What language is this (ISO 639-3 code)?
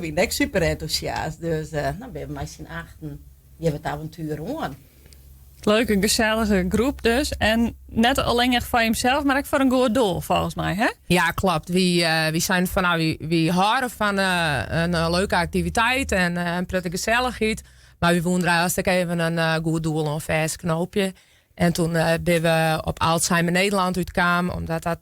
fry